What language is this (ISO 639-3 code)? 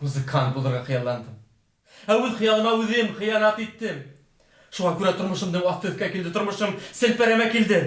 bak